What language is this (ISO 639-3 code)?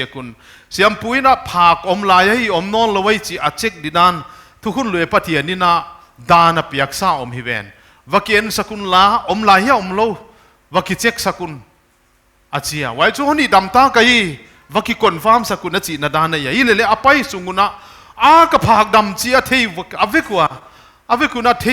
pck